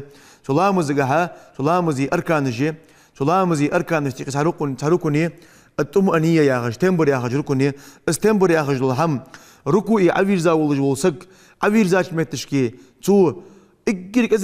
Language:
Ingush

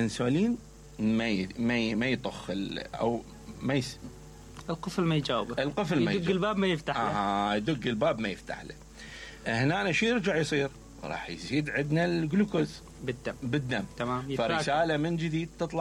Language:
Mesopotamian Arabic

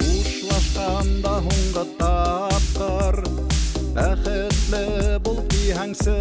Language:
Bashkir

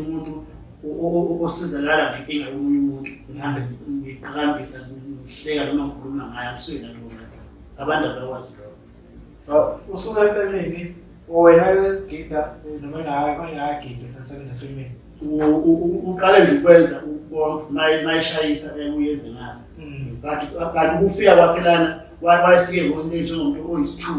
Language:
Zulu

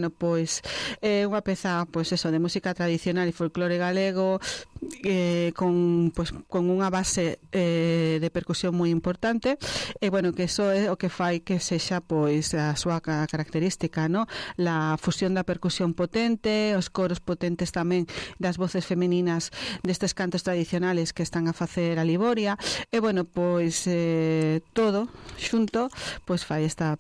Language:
Galician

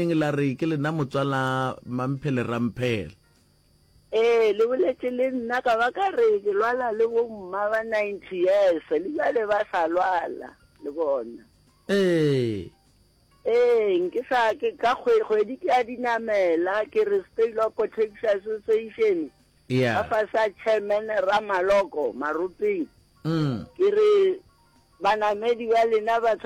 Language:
Northern Sotho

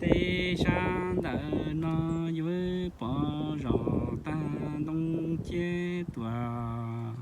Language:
Hmong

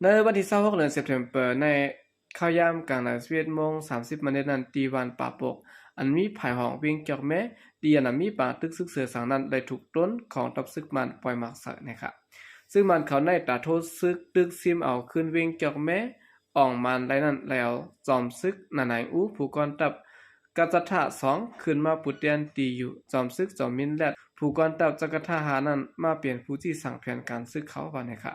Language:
Shan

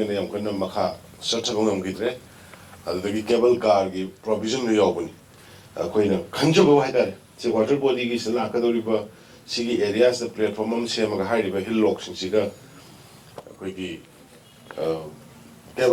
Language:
Manipuri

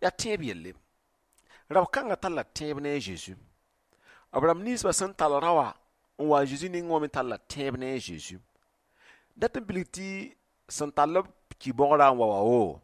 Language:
Mossi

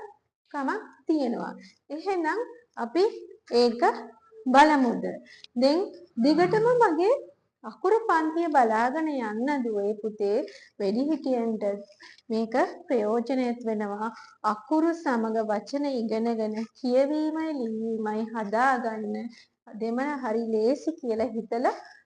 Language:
Sinhala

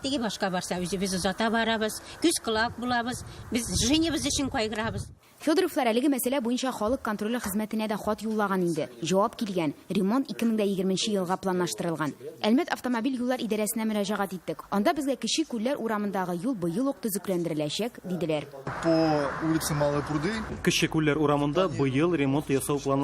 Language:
Tatar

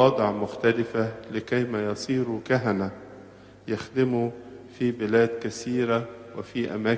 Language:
Egyptian Arabic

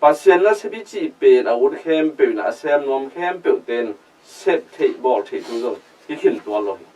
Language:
Tedim Chin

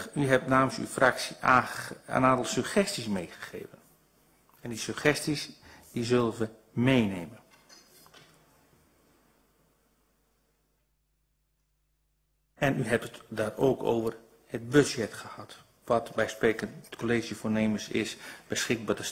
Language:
Dutch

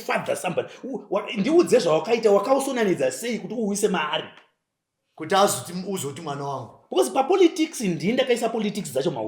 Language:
Shona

